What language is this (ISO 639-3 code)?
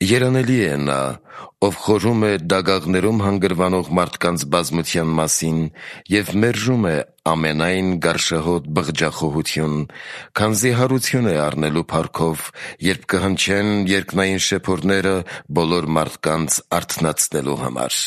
hye